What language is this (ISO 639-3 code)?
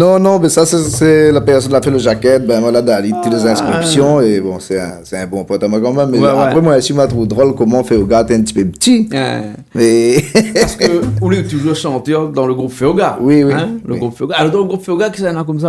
rcf